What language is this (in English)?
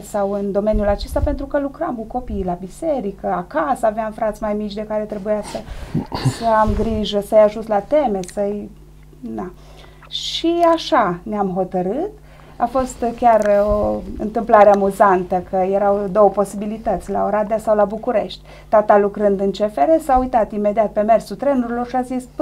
Romanian